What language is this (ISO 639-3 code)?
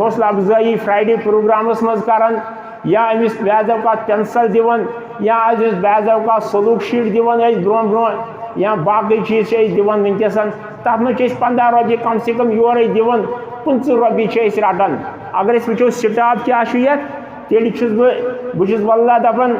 kas